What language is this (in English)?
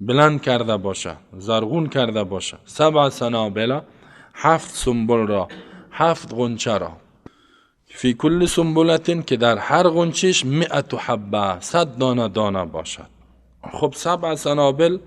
Persian